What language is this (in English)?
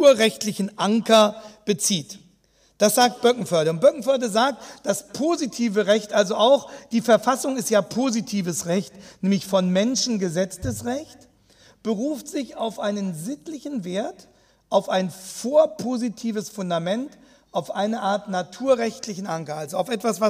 German